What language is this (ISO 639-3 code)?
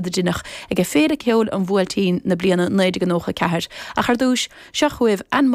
gle